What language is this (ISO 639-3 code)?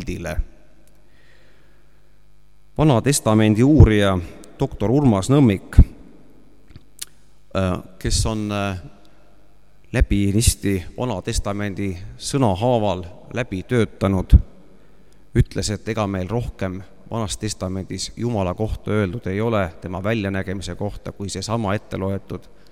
est